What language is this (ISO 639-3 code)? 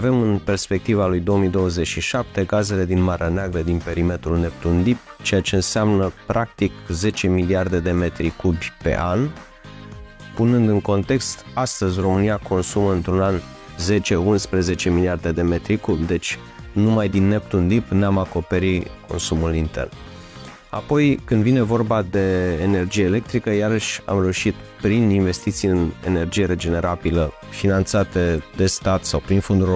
ron